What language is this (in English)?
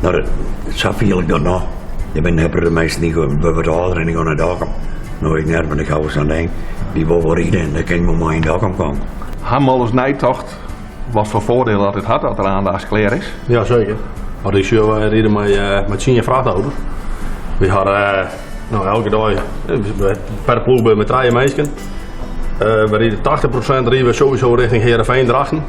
Western Frisian